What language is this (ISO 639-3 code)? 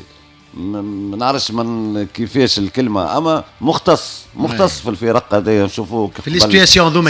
aeb